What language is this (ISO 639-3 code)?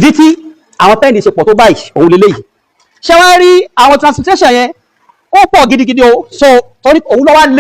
yor